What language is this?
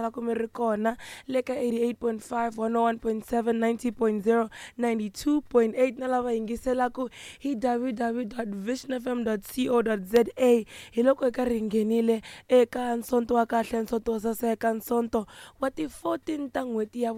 Tsonga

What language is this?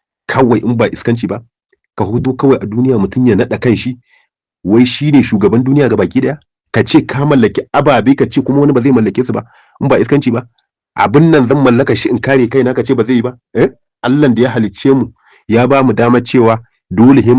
Hausa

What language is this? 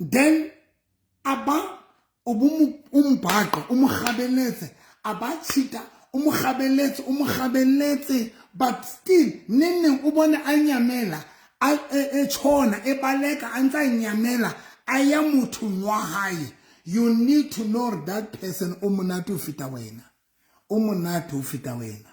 Southern Sotho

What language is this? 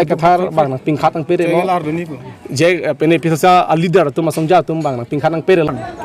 Karbi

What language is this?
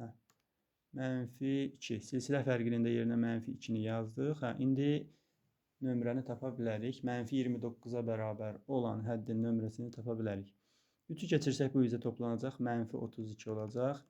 Azerbaijani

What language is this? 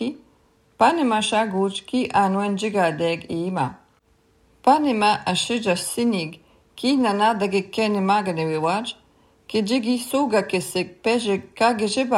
Latvian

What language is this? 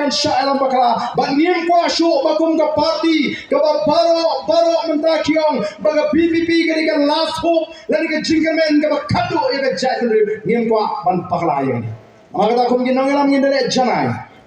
Khasi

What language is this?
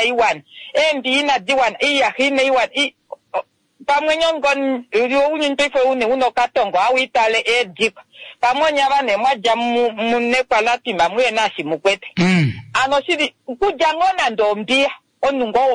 Kuanyama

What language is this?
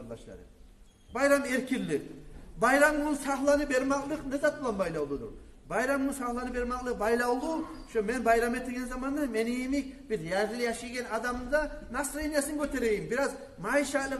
Kumyk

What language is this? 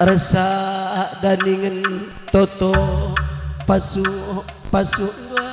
Batak Karo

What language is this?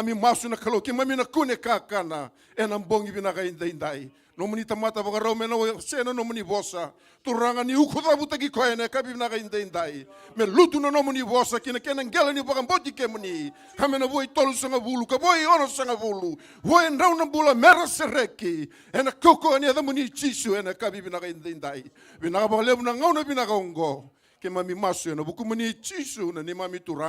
Fijian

